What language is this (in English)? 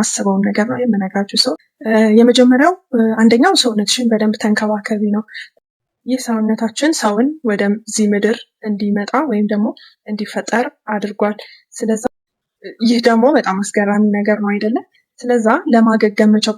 Amharic